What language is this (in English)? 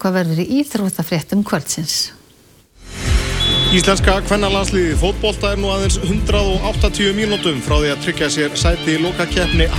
Icelandic